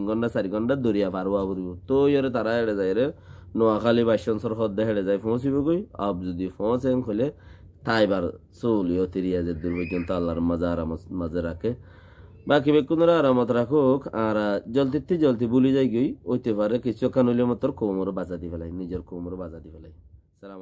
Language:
Rohingya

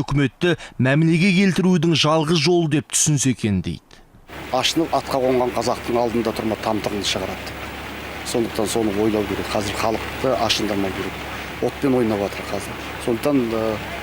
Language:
Kazakh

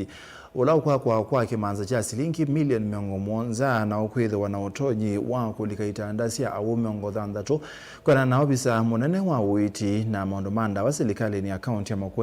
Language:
Kamba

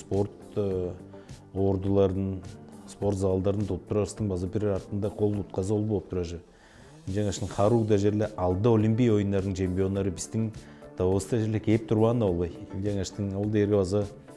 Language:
Tuvinian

